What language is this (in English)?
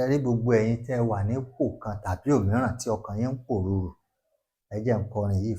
Yoruba